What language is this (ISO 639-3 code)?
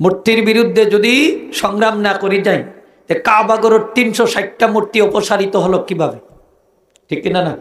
syl